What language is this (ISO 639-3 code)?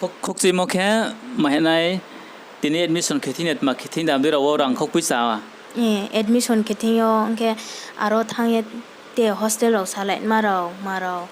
ria